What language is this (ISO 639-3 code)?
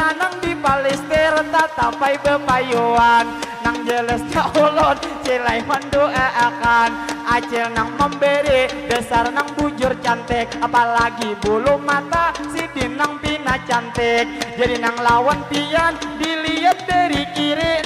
bjn